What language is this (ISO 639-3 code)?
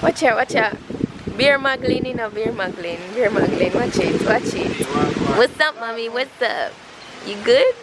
jam